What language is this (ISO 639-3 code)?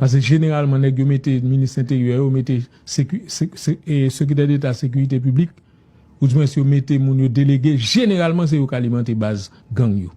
hat